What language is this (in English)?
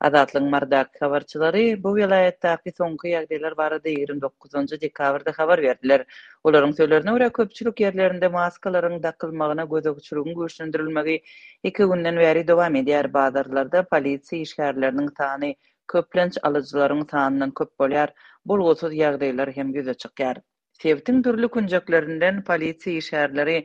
Turkmen